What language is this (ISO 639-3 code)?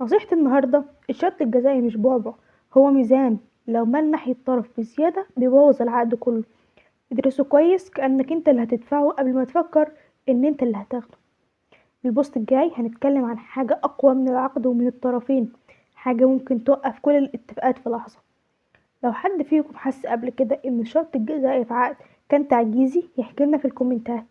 arz